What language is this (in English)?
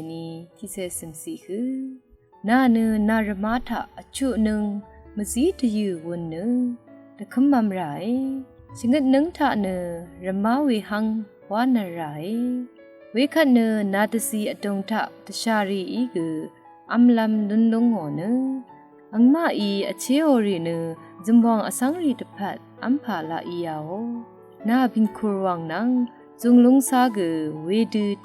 Rawang